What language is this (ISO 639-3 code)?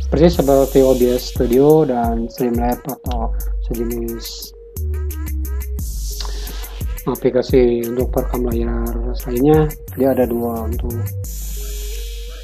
ind